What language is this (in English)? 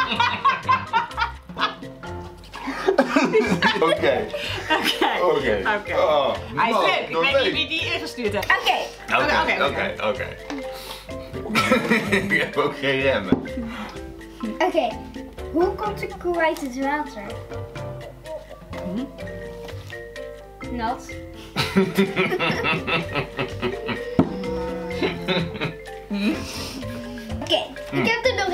Dutch